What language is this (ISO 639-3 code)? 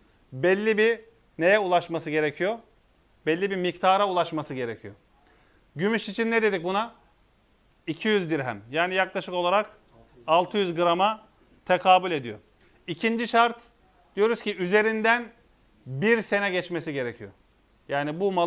tur